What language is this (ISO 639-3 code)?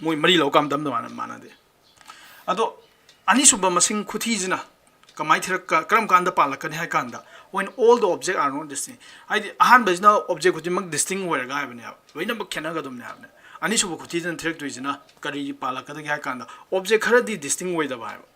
mni